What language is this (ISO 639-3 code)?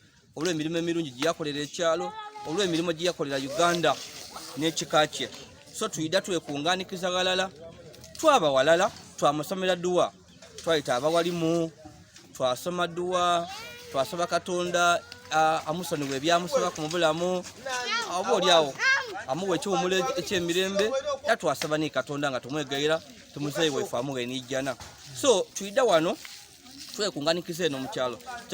lug